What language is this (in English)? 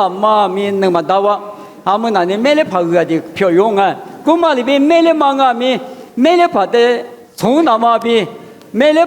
Lisu